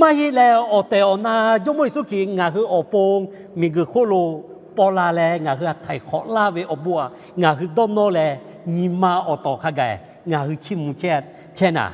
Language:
Lahu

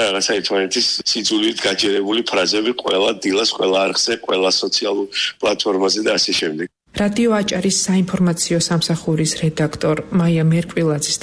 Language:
Georgian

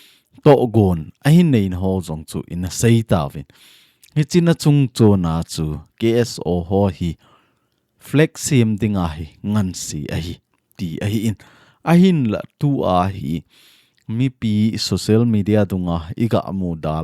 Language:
Thado Chin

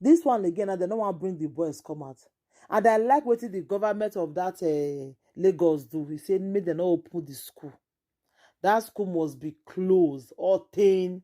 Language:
Nigerian Pidgin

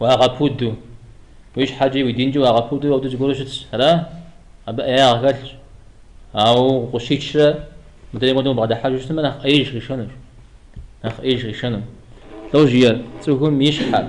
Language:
Kabardian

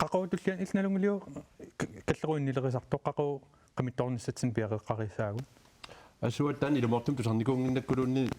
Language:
Kalaallisut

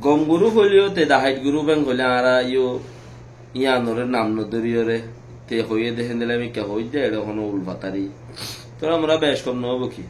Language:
Rohingya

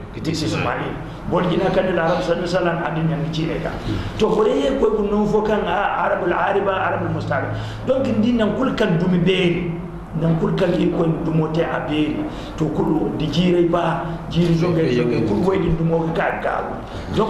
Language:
Zarma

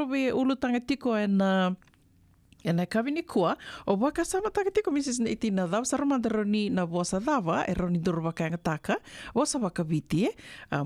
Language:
Fijian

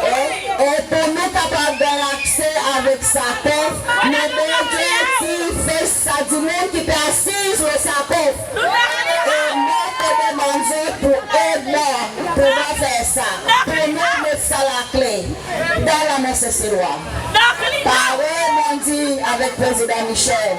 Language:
Seselwa Creole French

